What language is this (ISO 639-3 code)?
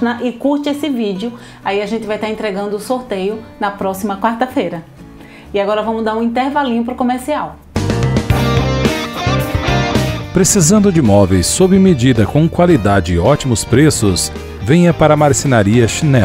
por